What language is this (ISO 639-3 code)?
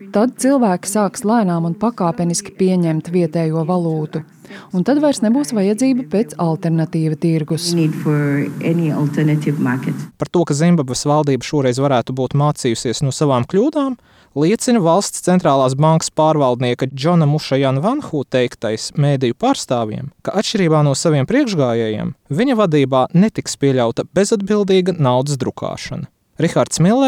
lav